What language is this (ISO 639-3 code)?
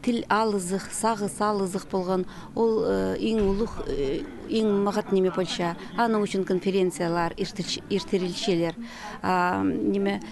kjh